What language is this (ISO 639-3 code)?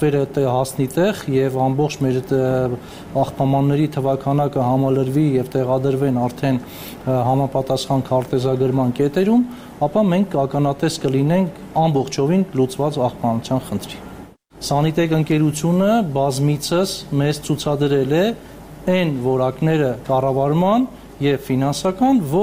hye